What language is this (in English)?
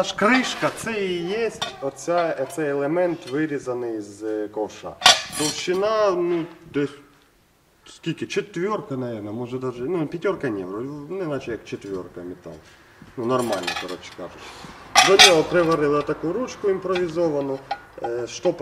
Ukrainian